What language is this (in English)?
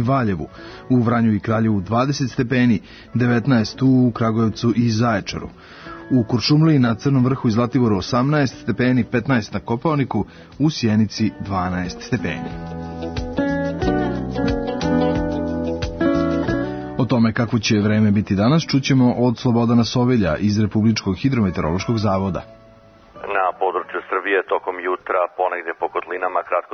Serbian